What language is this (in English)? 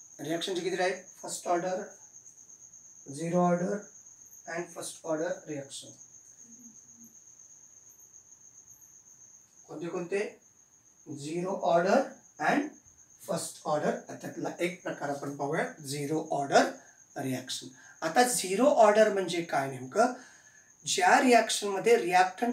Marathi